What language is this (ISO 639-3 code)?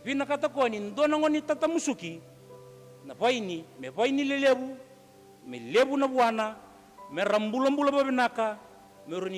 fij